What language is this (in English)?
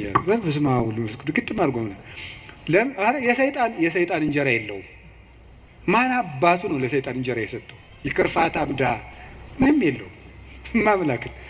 Amharic